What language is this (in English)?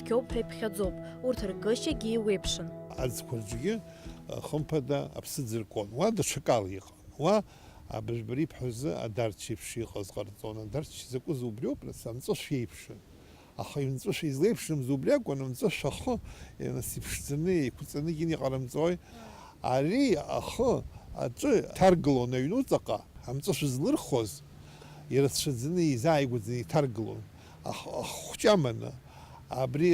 Abkhazian